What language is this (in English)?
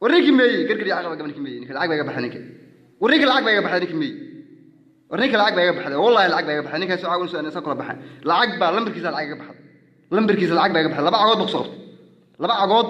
Somali